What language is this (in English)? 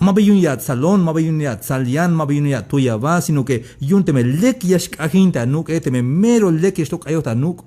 Tzeltal